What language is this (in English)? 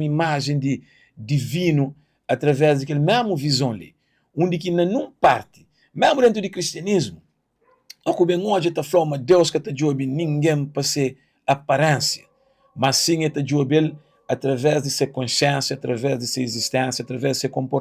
Kabuverdianu